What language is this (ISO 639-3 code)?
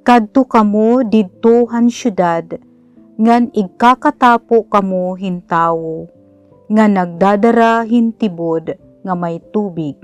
war